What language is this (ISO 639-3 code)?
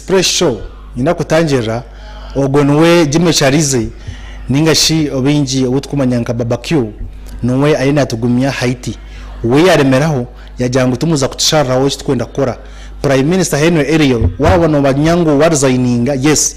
nyn